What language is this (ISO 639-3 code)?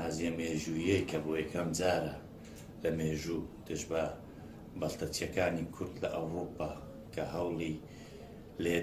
ckb